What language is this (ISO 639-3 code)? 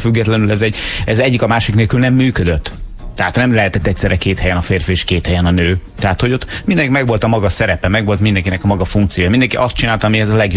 hun